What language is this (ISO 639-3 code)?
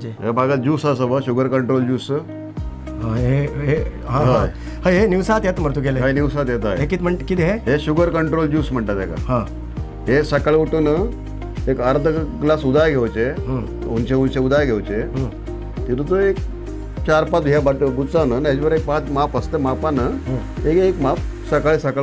kok